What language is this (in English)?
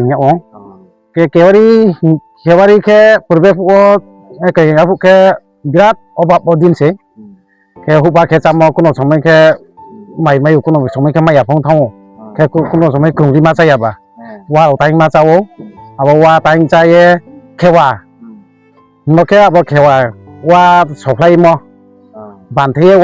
Riang (India)